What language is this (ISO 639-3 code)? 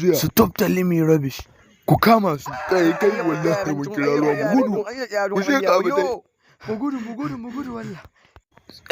hau